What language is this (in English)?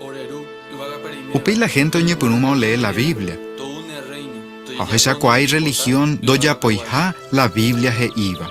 Guarani